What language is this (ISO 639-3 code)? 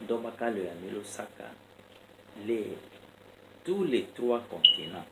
tll